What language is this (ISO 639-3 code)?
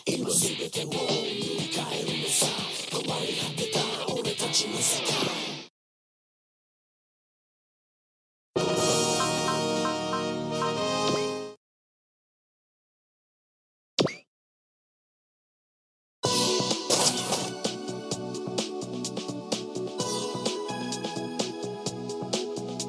jpn